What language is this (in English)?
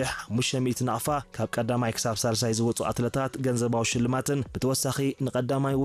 Tigrinya